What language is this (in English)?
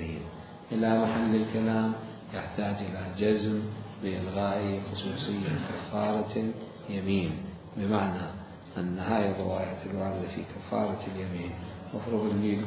Mesopotamian Arabic